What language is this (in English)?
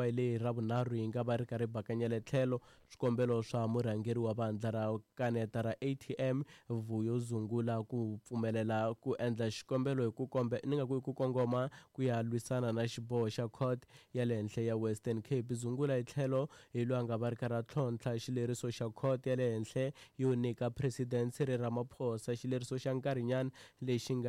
Tsonga